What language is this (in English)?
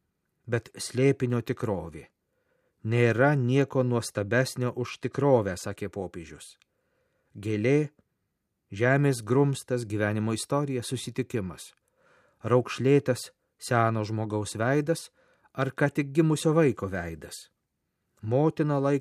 Lithuanian